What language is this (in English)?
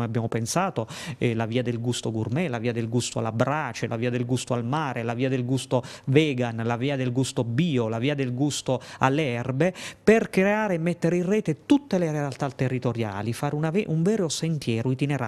Italian